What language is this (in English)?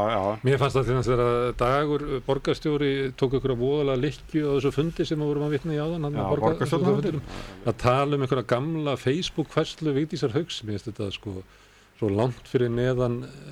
Icelandic